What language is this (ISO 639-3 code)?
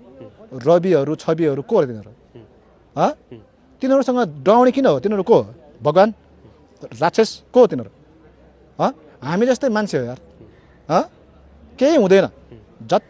nep